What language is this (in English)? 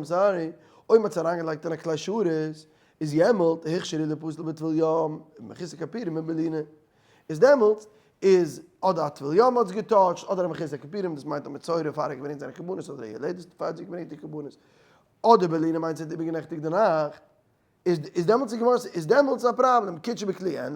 Yiddish